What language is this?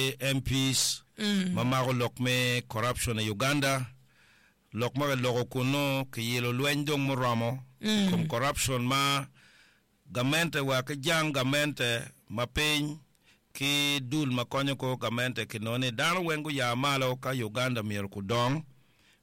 Acoli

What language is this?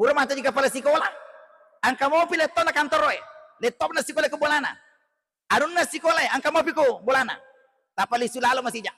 Buginese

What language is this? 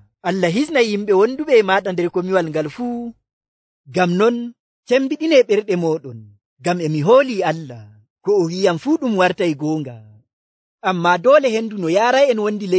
Nigerian Fulfulde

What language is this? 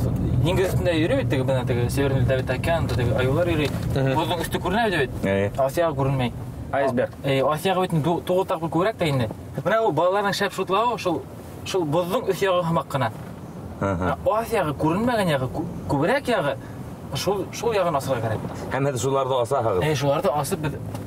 Bashkir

